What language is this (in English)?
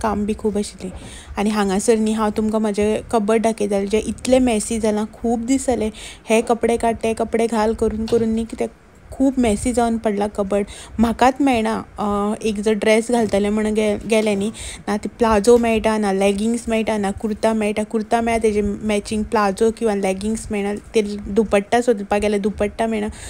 Konkani